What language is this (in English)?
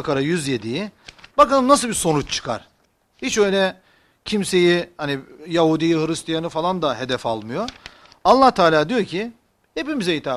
Turkish